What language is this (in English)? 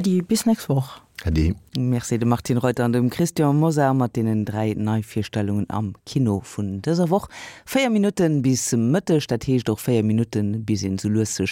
Luxembourgish